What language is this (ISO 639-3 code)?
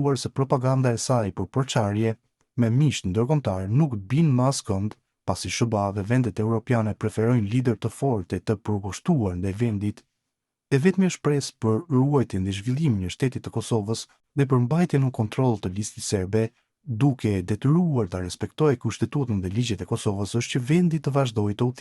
sqi